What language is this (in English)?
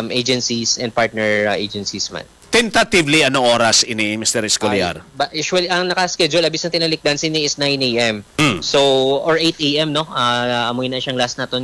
Hiligaynon